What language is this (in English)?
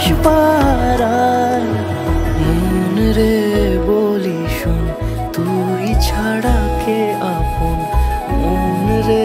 Bangla